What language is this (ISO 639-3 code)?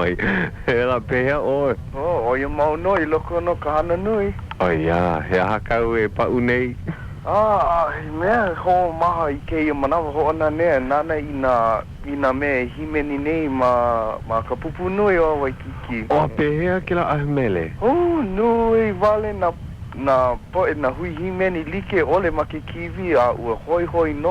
haw